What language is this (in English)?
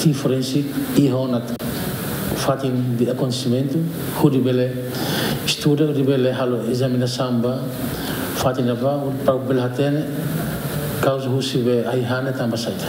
Tetum